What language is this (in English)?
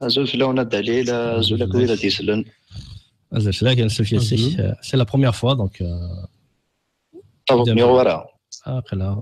Kabyle